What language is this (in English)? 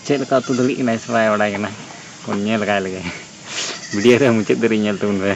Santali